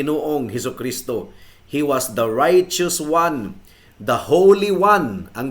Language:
Cebuano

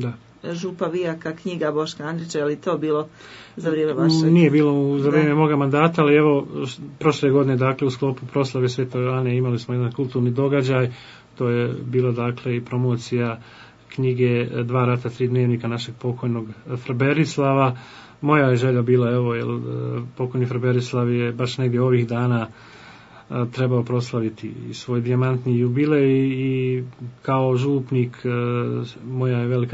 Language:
Croatian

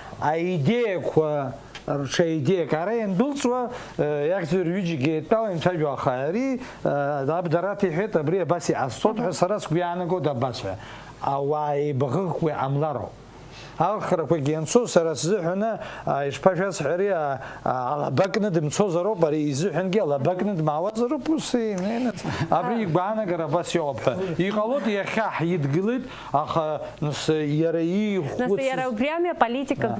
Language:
Abkhazian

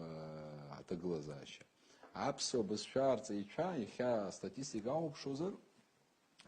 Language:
Abkhazian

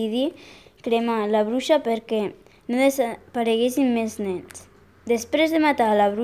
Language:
Catalan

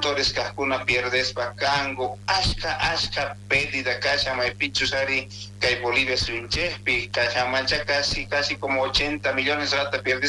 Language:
South Bolivian Quechua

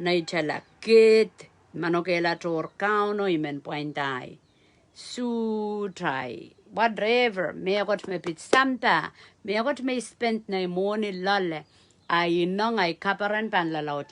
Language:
Pohnpeian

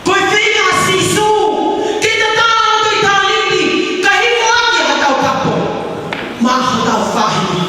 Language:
Tongan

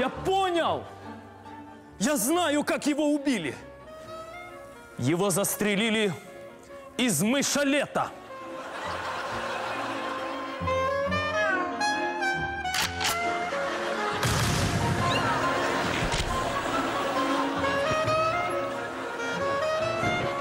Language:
Russian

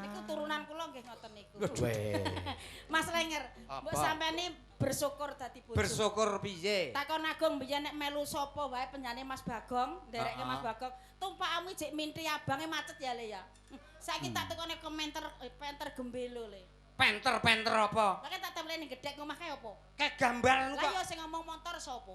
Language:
Javanese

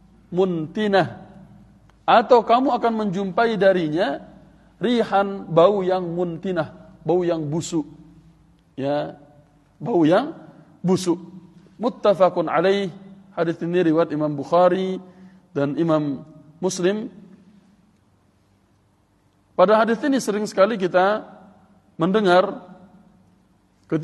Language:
Indonesian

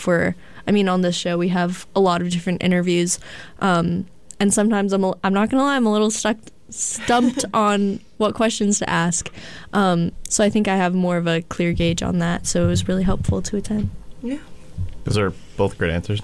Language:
English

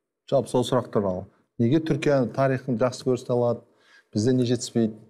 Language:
Kazakh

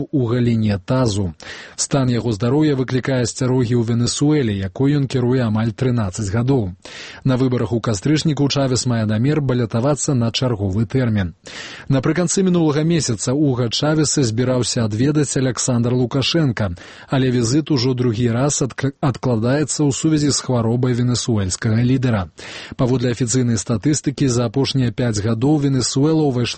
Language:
Belarusian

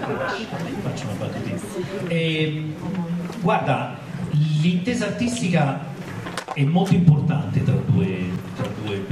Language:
Italian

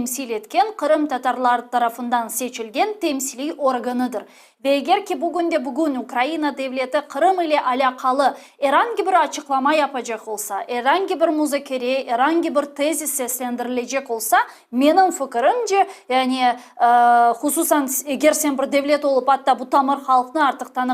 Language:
Crimean Tatar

